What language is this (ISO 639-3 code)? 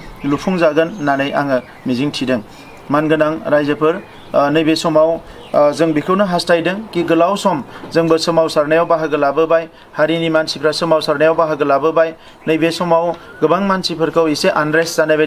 brx